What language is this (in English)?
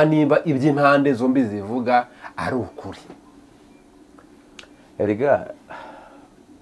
Kinyarwanda